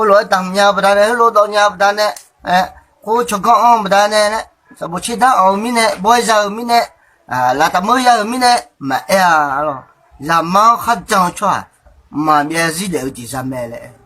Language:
Akha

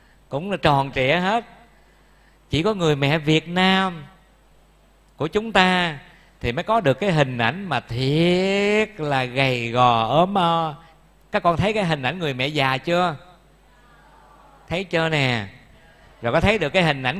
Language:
Vietnamese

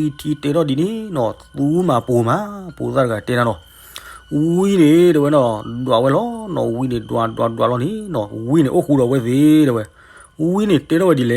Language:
S'gaw Karen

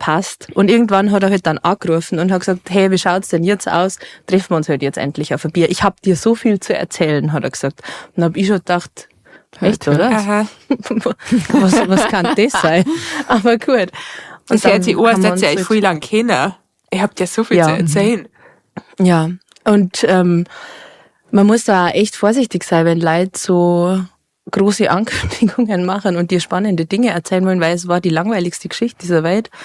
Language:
Bavarian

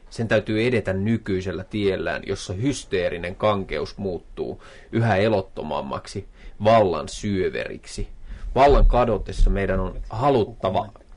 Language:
Finnish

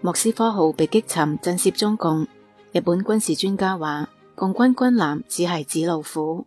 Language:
Cantonese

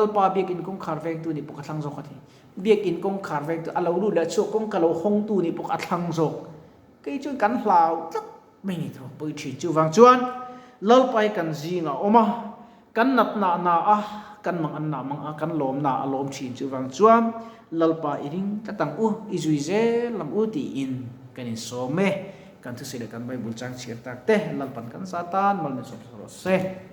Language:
Mizo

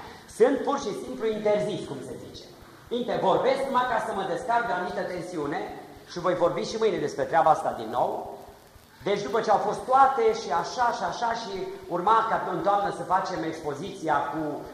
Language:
Romanian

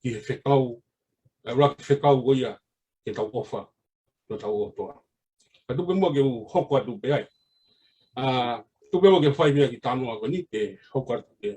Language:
Tongan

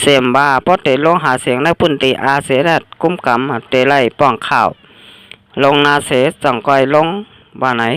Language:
Shan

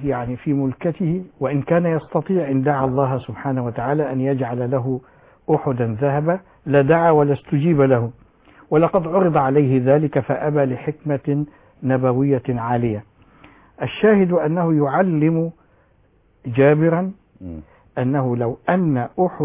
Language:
Arabic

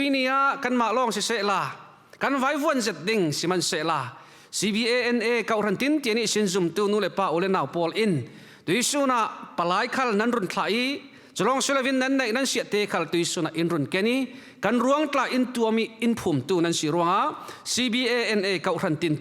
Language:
Falam Chin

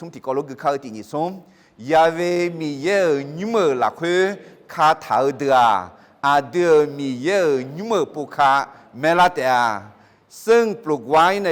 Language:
Akha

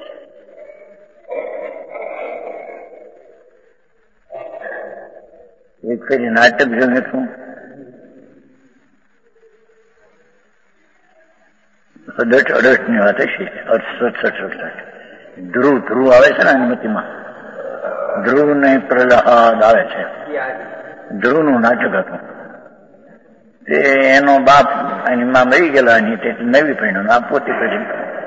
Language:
Gujarati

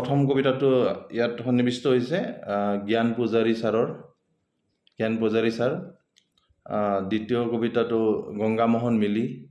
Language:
Assamese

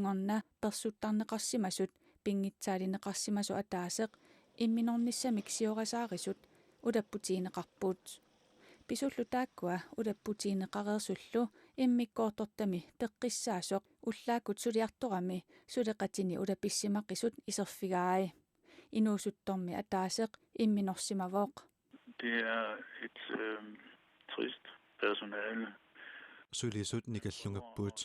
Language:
Kalaallisut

